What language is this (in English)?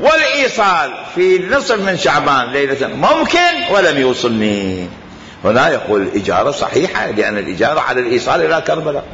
Mesopotamian Arabic